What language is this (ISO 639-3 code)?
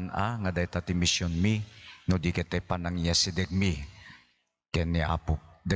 ilo